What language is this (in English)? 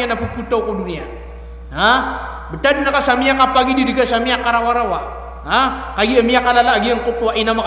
Maranao